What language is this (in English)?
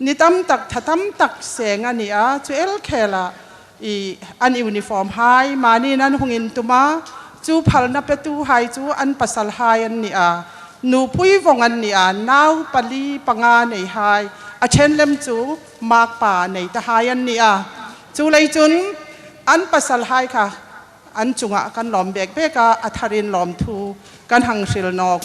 Hmar